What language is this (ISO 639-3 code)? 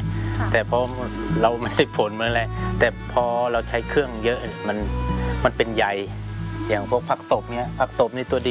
tha